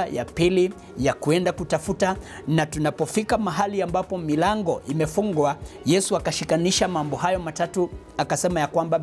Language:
Swahili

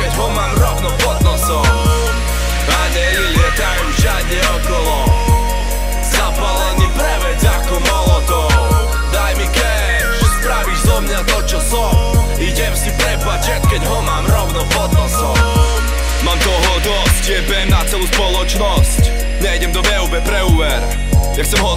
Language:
Slovak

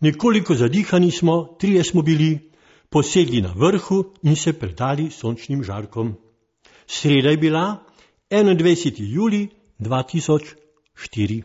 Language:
Slovenian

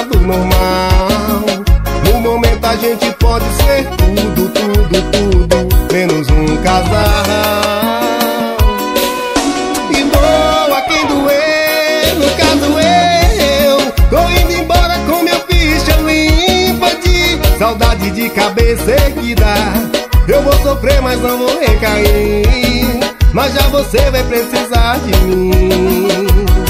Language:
Portuguese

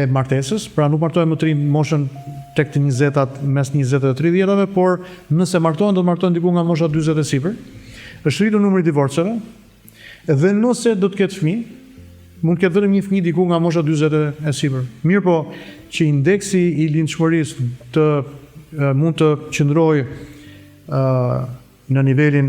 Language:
Albanian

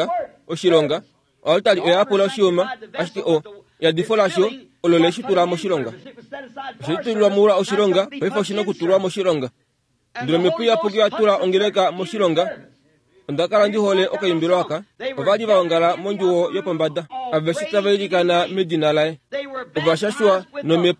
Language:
Kuanyama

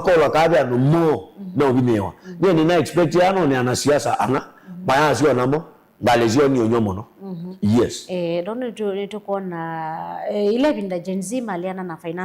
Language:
Kamba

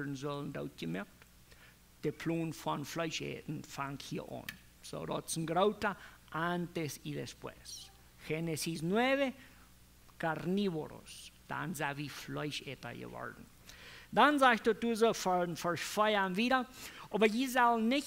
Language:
Plautdietsch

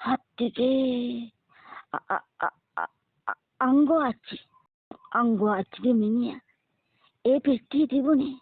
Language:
Sinhala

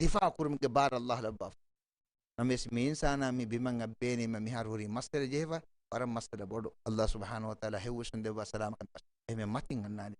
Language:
Divehi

